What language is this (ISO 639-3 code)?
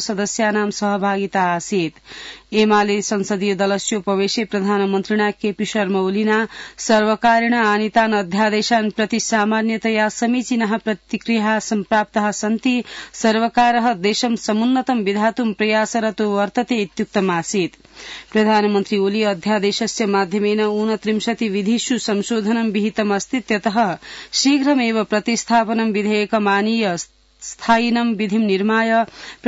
san